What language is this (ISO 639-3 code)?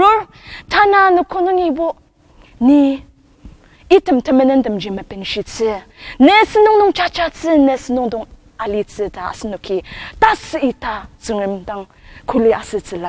njo